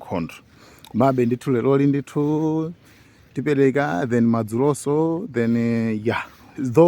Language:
Nyanja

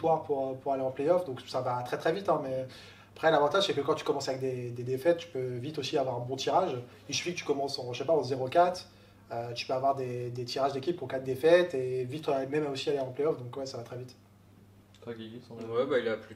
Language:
French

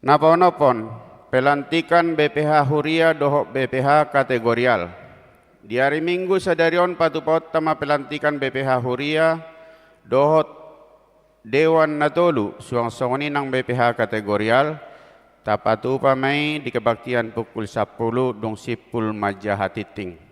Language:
Batak Toba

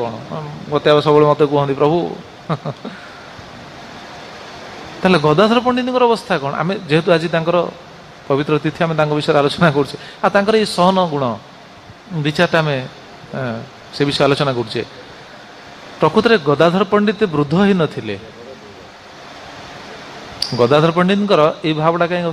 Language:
Odia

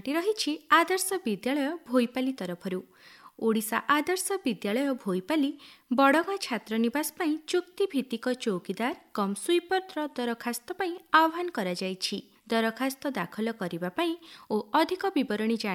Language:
Odia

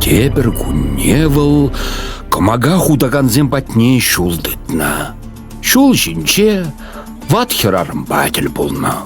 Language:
Chuvash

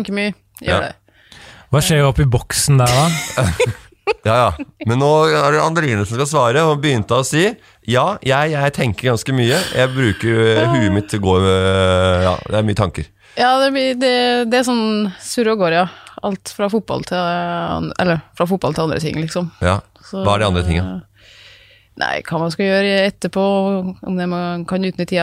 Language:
Norwegian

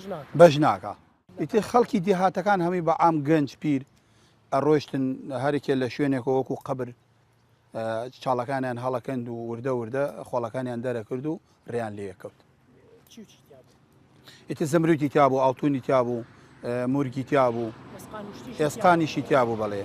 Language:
Central Kurdish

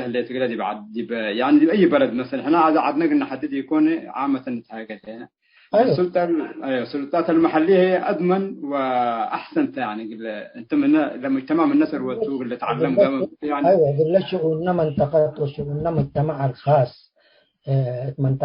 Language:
Tigre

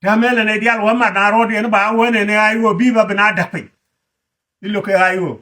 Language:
Nuer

